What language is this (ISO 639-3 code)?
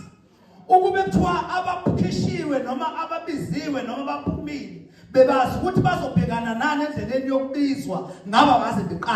zul